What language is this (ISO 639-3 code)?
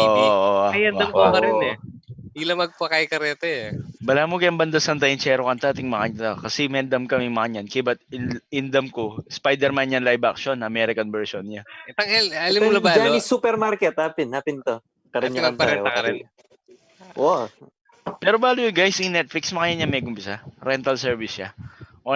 pam